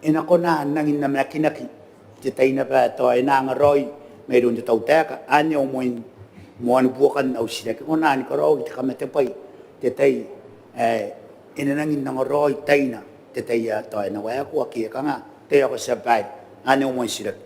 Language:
Gilbertese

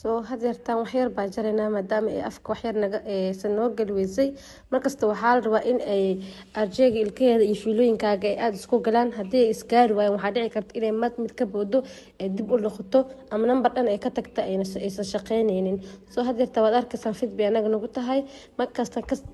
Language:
Somali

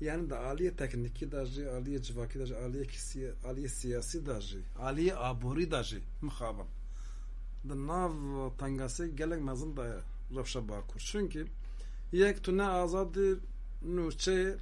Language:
Kurdish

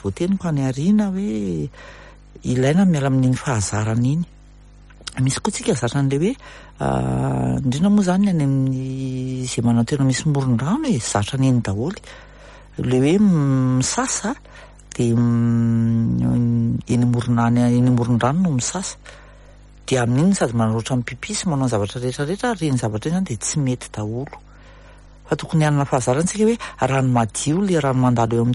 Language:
Malagasy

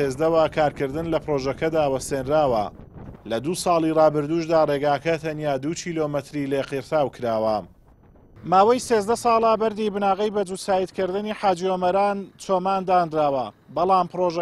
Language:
Central Kurdish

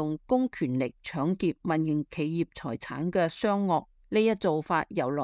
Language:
Cantonese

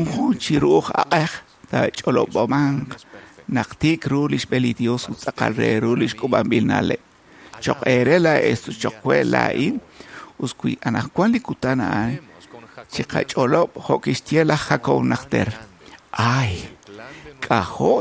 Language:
Kekchí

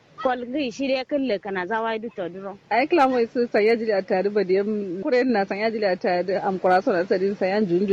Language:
Kanuri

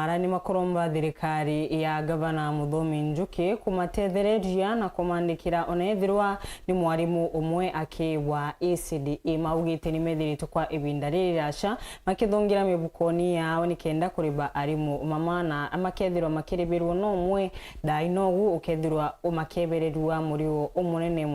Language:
Meru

